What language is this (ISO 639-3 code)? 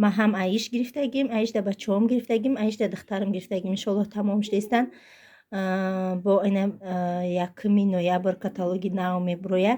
tgk